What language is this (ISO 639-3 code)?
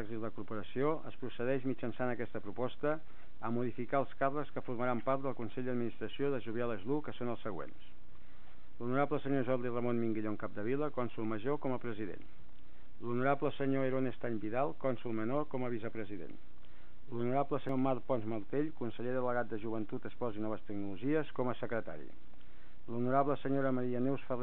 cat